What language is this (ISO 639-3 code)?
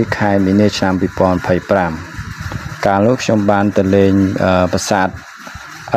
khm